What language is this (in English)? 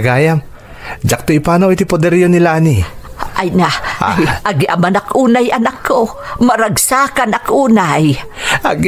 Iloko